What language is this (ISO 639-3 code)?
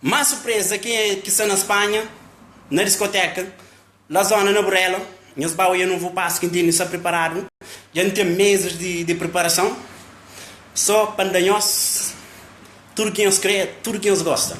kea